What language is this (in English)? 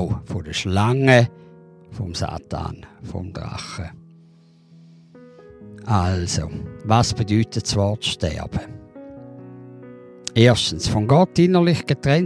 German